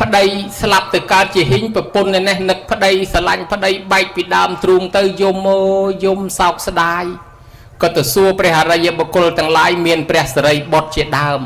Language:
Khmer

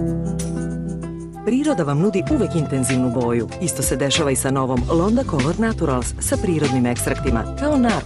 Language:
Serbian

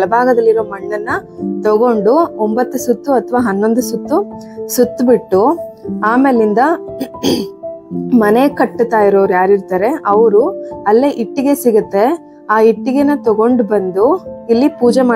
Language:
Kannada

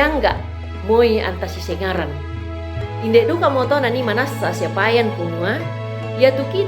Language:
Toraja-Sa'dan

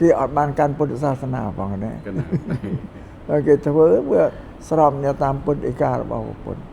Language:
Khmer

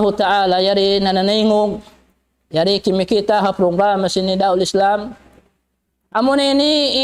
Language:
Tausug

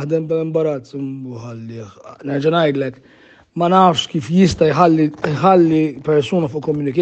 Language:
Maltese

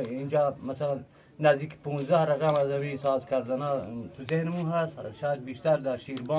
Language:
Eastern Balochi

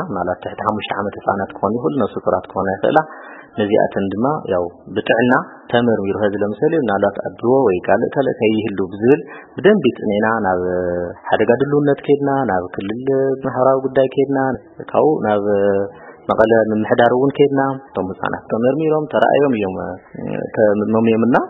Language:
Tigrinya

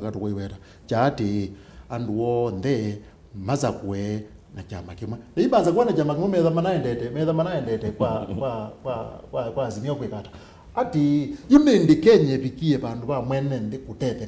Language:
Kamba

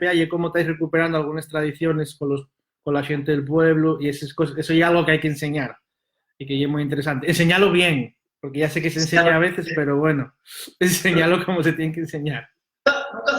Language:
Asturian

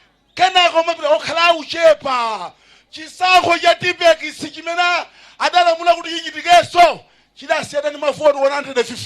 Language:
Nyanja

